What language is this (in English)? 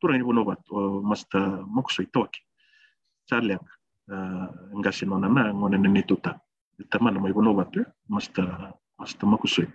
Fijian